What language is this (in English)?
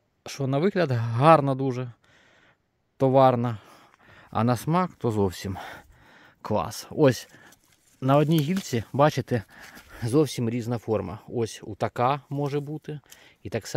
Ukrainian